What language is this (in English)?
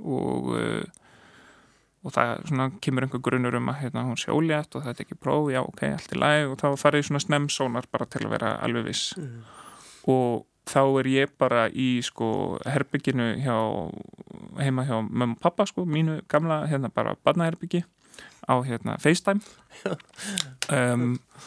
Icelandic